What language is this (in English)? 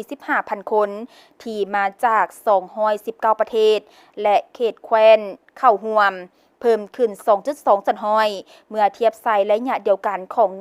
Lao